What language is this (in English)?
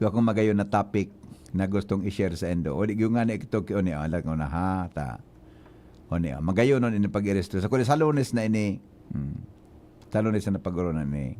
Bikol